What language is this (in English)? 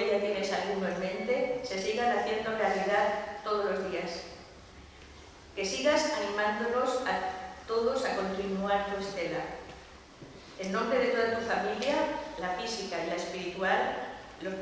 Spanish